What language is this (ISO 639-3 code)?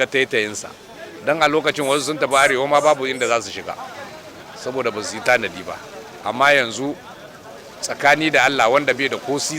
hau